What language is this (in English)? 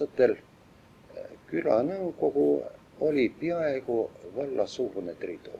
Estonian